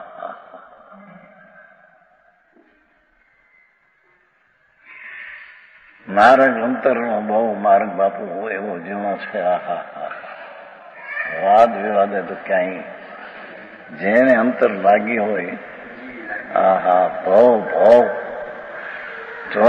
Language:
Gujarati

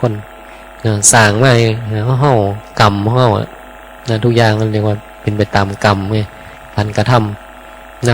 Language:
Northeastern Thai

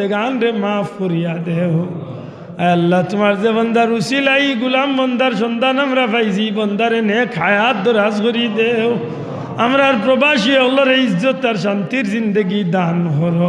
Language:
Sylheti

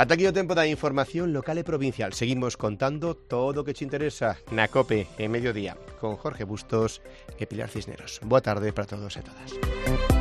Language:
Galician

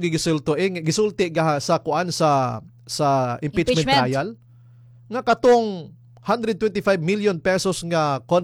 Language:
Cebuano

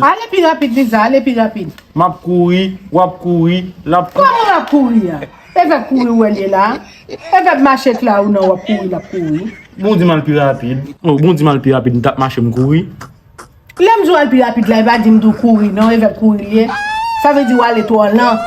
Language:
Haitian Creole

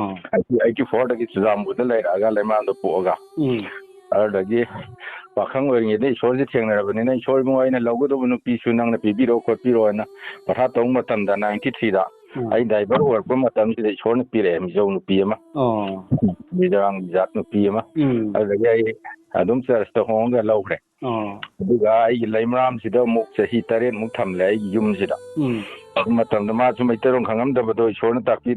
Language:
Manipuri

